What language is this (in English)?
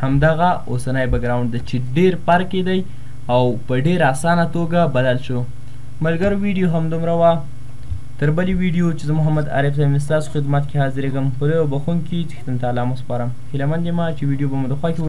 Pashto